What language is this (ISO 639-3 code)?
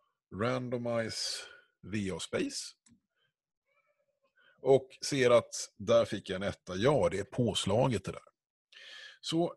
swe